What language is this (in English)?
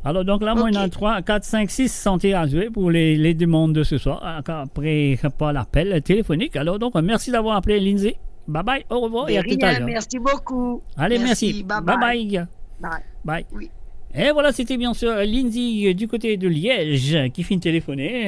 Morisyen